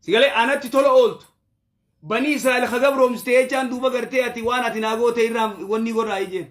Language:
Oromo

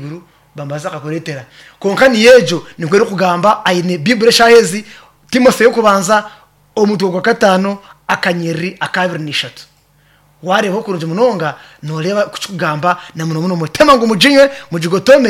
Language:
Nyankole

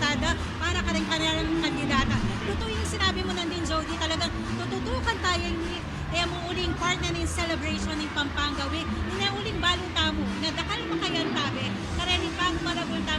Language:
Pampanga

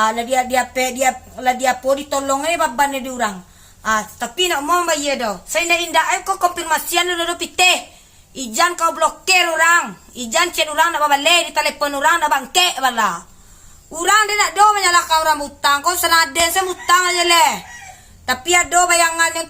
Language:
Minangkabau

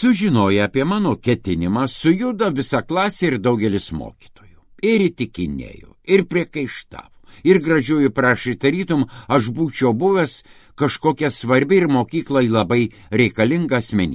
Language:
Lithuanian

